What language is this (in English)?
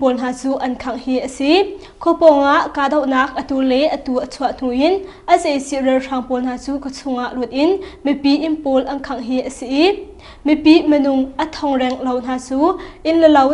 Hakha Chin